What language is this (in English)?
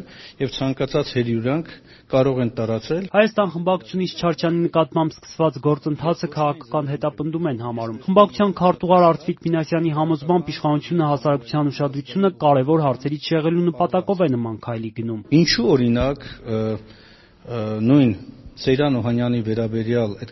Armenian